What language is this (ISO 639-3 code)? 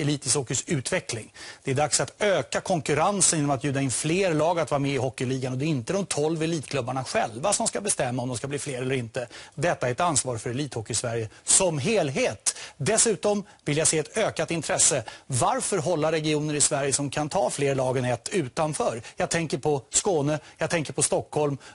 swe